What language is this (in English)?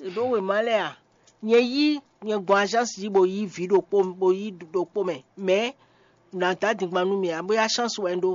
Fon